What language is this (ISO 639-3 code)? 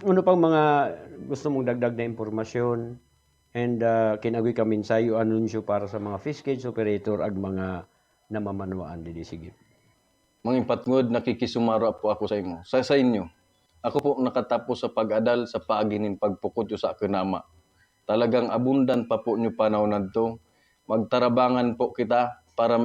ubl